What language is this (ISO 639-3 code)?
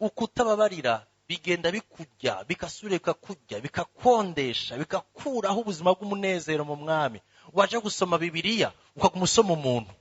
run